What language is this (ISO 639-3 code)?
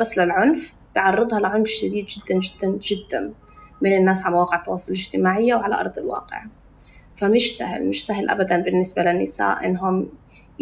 apc